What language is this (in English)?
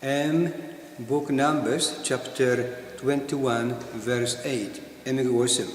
Tok Pisin